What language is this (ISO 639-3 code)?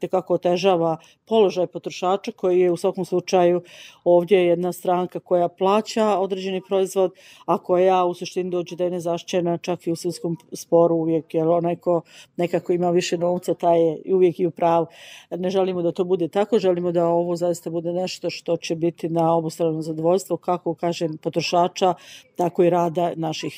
bos